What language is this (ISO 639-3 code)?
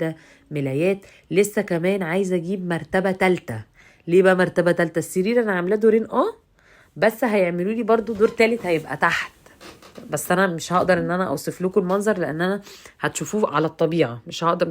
arz